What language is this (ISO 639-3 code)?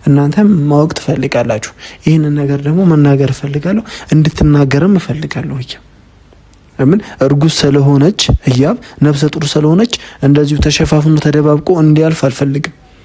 amh